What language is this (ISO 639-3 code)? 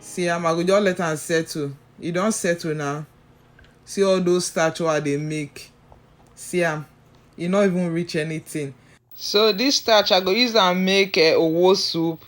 pcm